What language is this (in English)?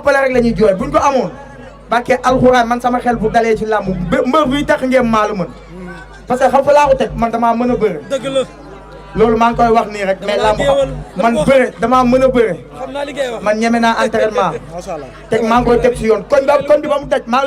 Wolof